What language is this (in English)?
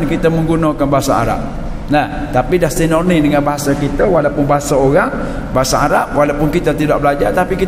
Malay